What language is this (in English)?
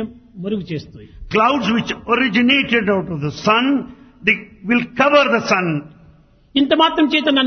Telugu